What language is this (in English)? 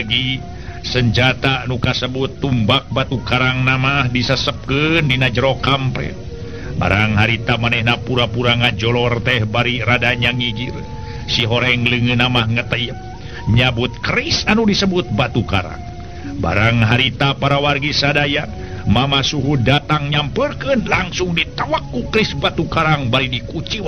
Sundanese